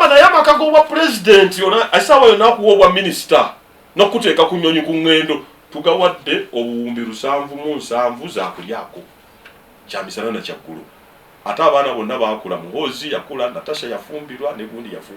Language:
Ganda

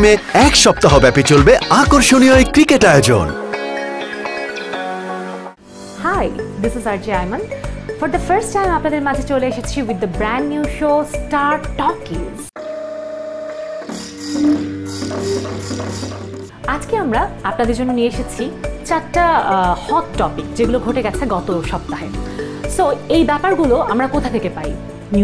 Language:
Bangla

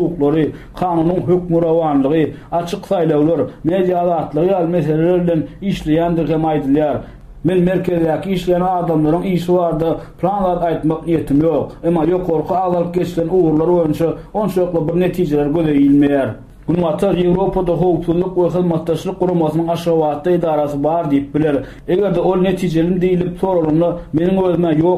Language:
Turkmen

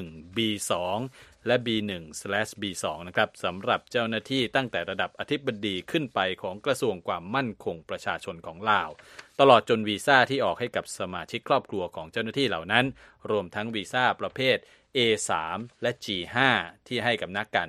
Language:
Thai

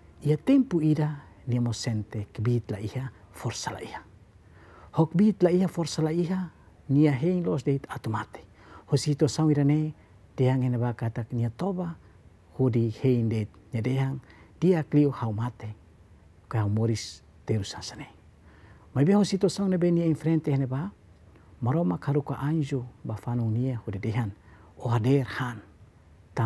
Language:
Tetum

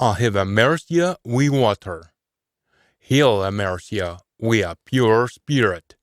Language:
Scots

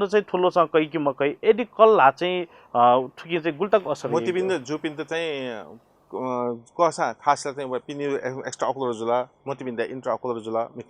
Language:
Newari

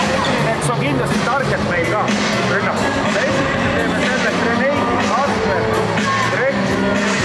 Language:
Estonian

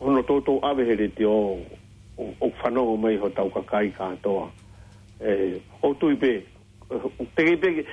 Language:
Tongan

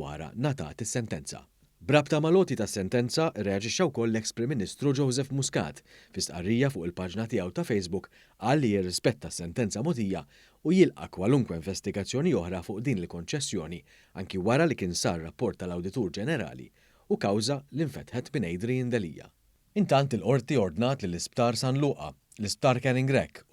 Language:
Maltese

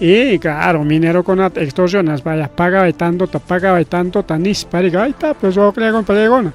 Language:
Ayacucho Quechua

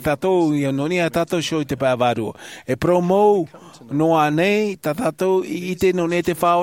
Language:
Tahitian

